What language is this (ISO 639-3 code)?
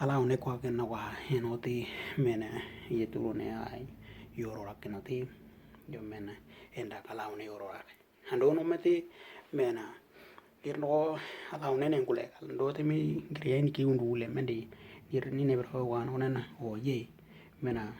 dnw